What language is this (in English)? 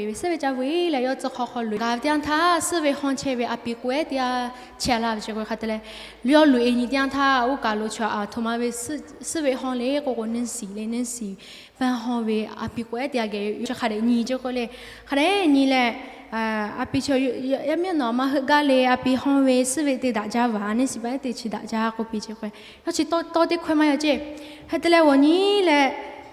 Lahu